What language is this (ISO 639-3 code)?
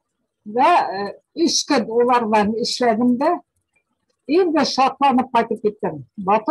bak